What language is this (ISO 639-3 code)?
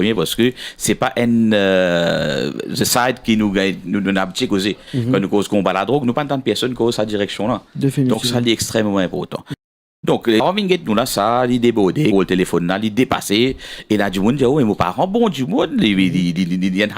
mfe